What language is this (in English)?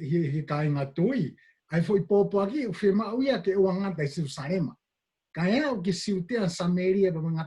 Tongan